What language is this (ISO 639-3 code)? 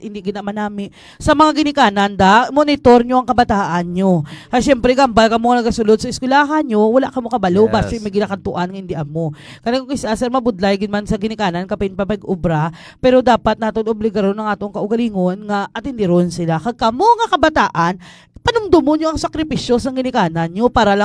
hil